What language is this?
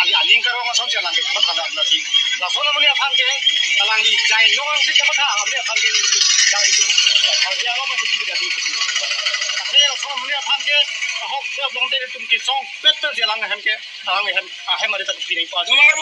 Karbi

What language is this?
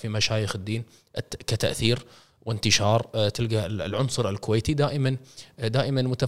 Gulf Arabic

